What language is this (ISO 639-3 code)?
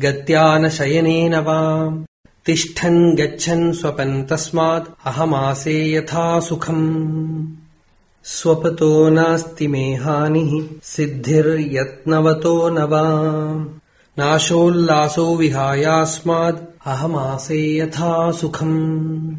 san